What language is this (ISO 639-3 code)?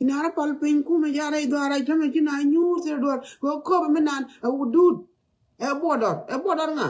nus